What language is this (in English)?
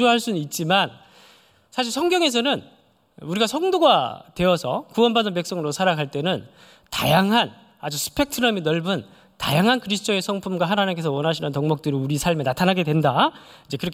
Korean